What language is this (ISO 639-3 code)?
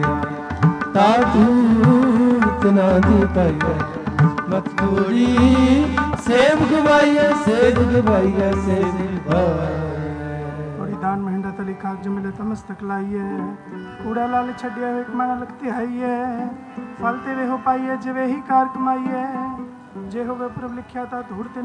pan